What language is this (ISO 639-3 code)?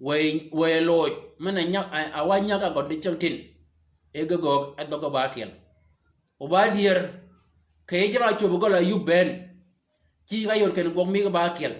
shk